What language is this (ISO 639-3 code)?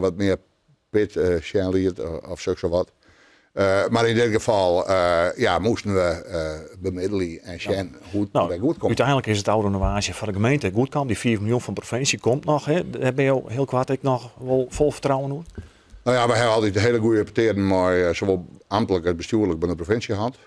fry